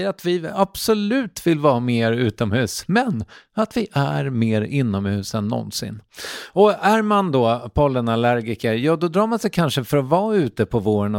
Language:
Swedish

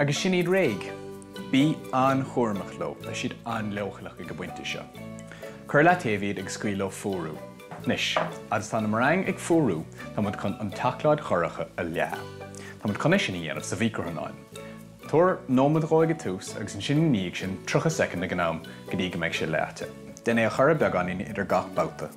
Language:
Irish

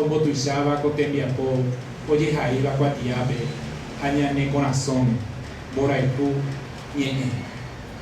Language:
Guarani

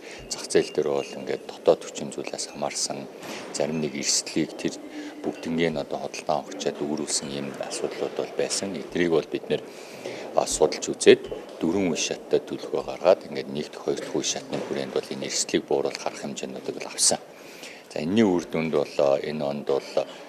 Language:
Mongolian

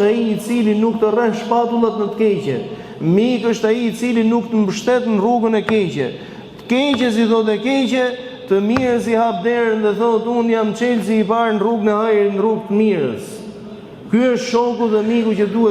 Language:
Albanian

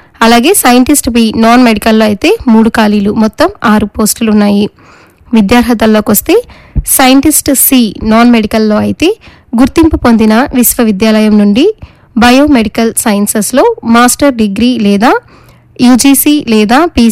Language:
Telugu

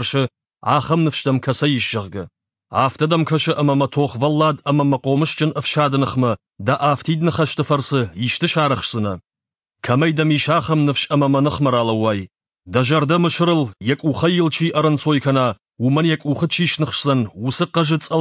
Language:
Ossetic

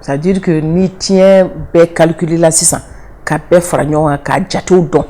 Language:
Bambara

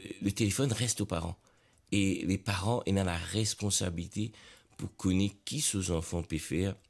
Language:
Morisyen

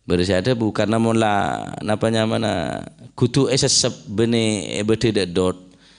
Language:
Madurese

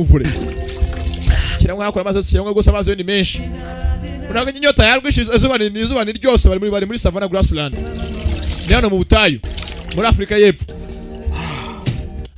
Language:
Kinyarwanda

